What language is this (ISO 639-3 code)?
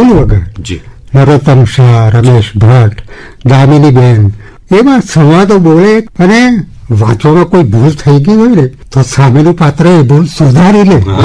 guj